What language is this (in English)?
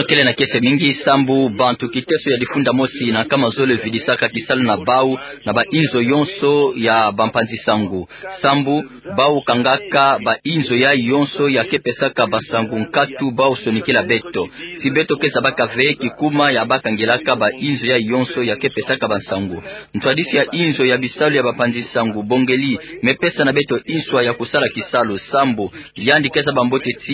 Kituba (Democratic Republic of Congo)